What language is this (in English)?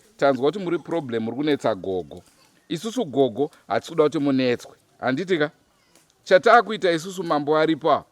Shona